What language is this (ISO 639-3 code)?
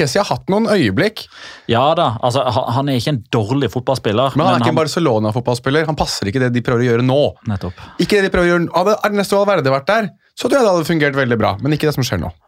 nor